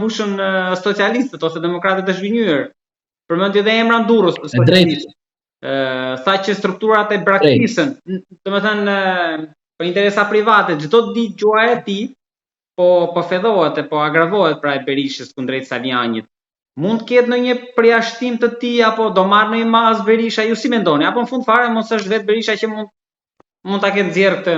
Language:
Albanian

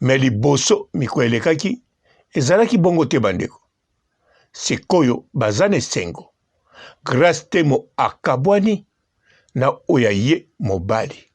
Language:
Lingala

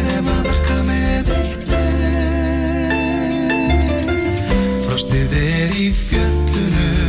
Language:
Icelandic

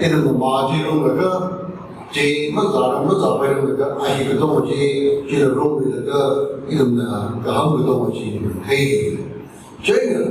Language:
Tangkhul Naga (India)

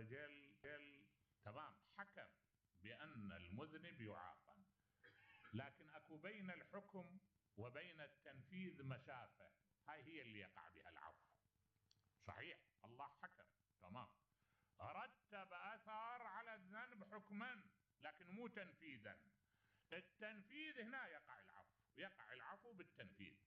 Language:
Mesopotamian Arabic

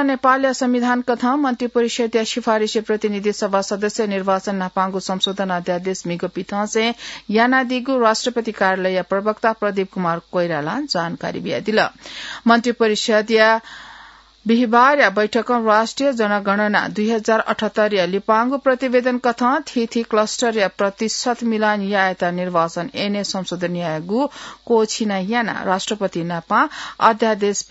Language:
Newari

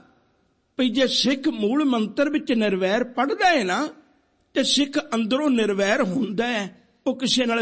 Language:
Punjabi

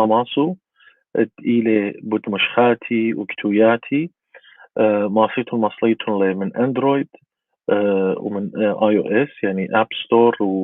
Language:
Assyrian Neo-Aramaic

